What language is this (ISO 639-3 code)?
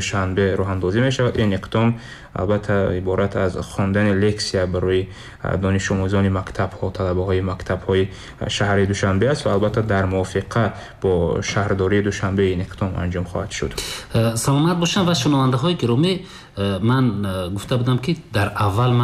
tgk